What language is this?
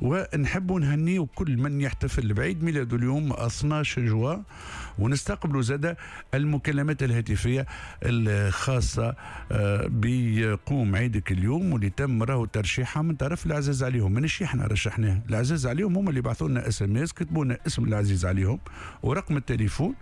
Tunisian Arabic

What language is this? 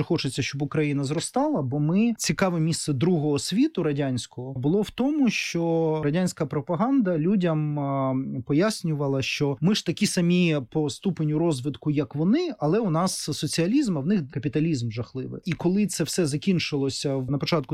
Ukrainian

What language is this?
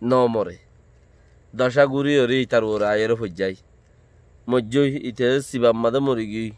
Rohingya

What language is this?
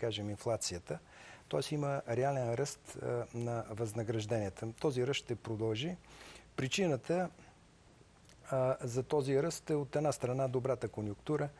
Bulgarian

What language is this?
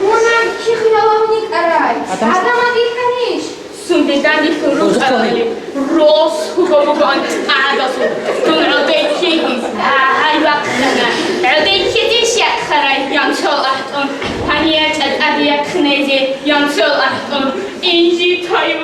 Avaric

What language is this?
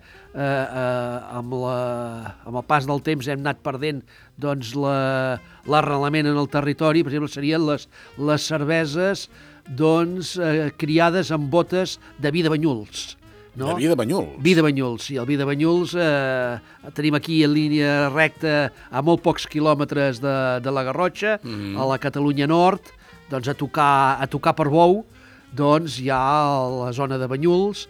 Catalan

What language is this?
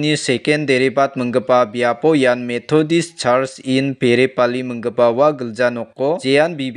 Garo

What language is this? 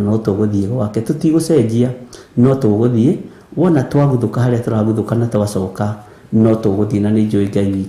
Kikuyu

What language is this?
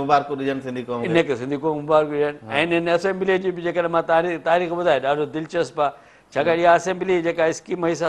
Sindhi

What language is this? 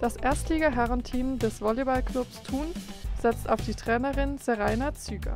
Swiss German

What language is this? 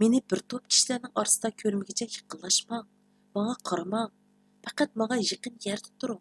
Uyghur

